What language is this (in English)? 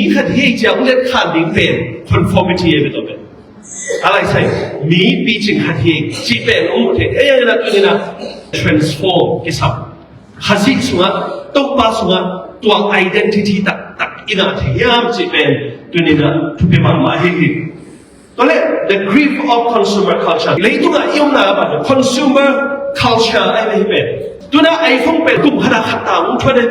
Tedim Chin